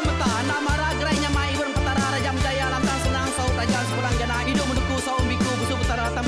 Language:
Iban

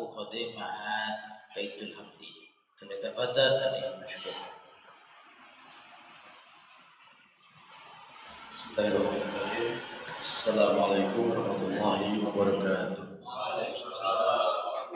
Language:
Indonesian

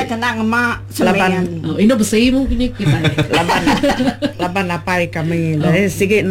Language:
Malay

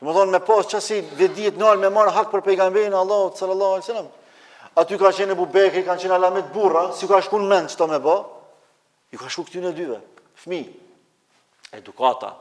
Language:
Albanian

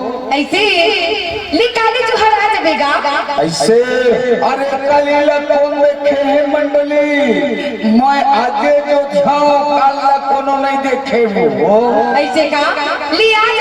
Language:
Chhattisgarhi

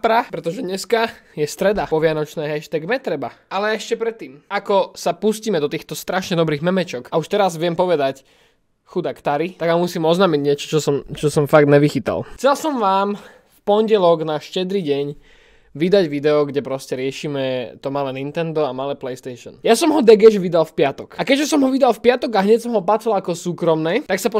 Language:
Slovak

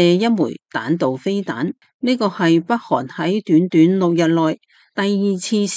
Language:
Cantonese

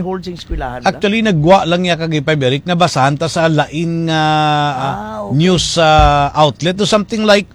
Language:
Hiligaynon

